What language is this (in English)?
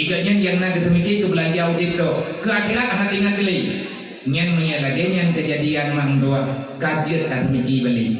Achinese